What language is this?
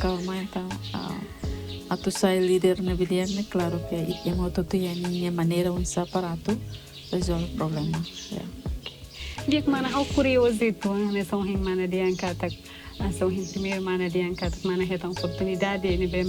Tetum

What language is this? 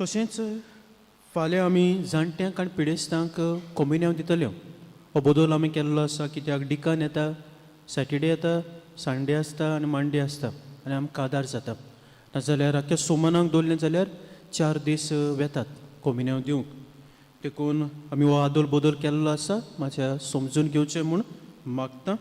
Konkani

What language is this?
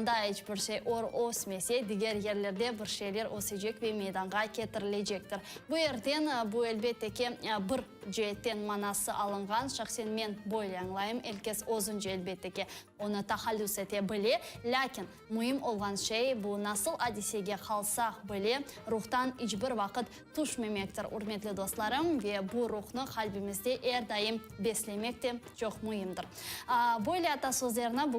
Crimean Tatar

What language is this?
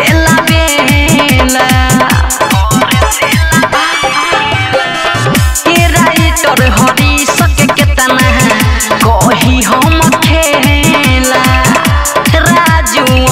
Bhojpuri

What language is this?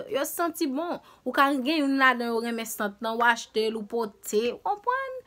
Haitian Creole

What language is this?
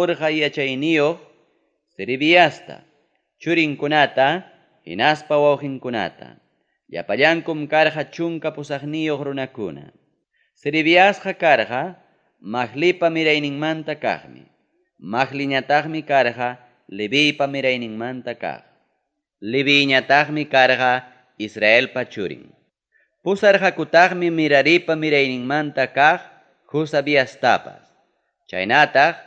Ayacucho Quechua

